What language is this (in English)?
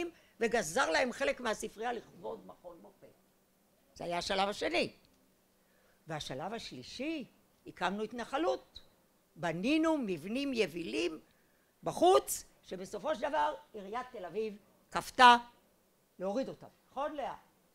Hebrew